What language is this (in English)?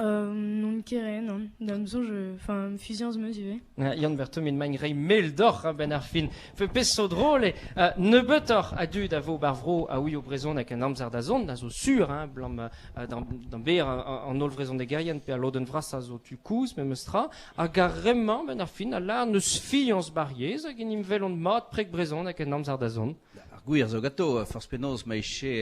Breton